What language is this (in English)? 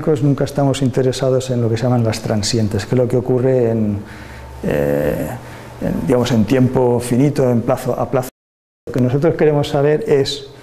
Spanish